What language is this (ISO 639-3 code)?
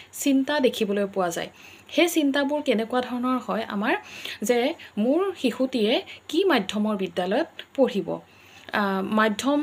asm